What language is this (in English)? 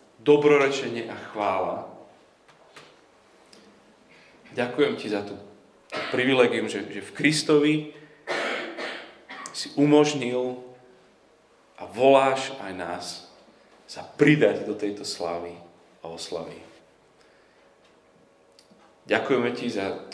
Slovak